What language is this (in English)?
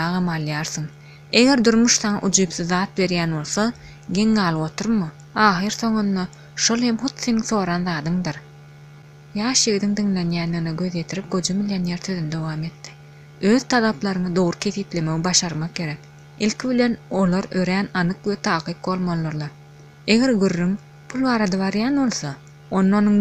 Turkmen